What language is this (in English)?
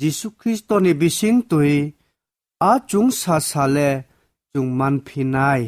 Kok Borok